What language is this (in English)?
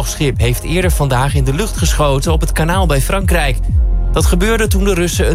Dutch